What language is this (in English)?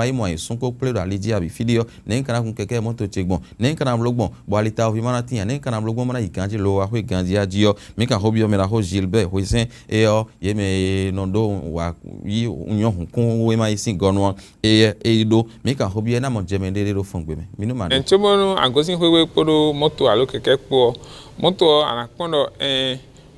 Fon